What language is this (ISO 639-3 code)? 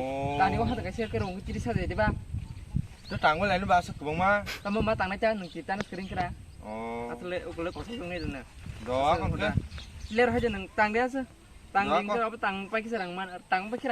trp